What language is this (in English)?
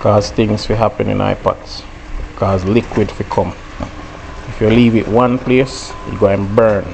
Jamaican Creole English